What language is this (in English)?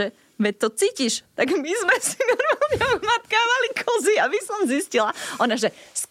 Slovak